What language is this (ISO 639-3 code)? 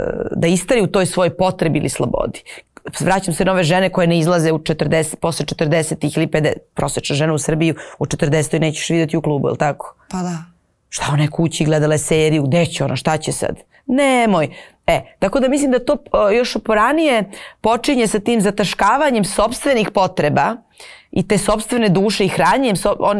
srp